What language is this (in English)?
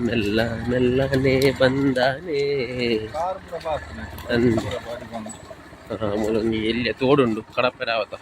Tulu